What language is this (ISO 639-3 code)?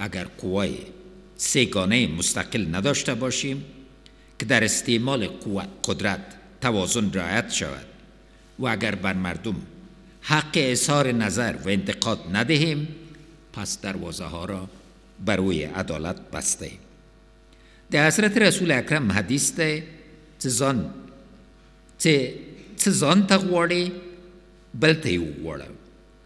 fas